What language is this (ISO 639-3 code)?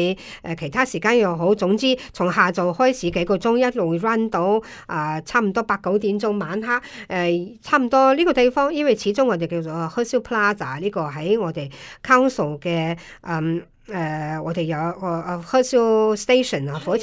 yue